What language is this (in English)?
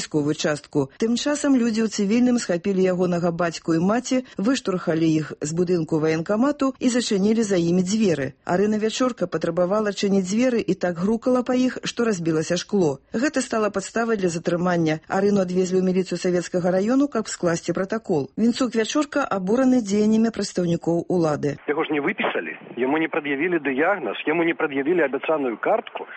Belarusian